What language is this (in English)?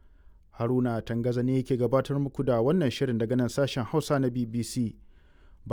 Hausa